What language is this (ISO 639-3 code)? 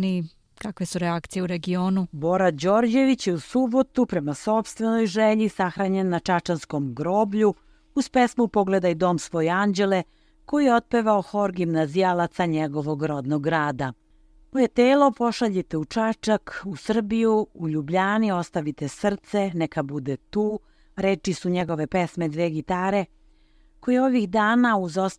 srp